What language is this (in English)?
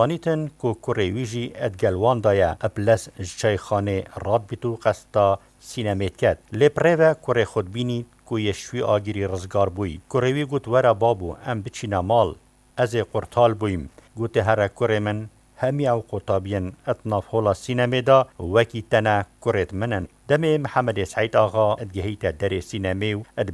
Kurdish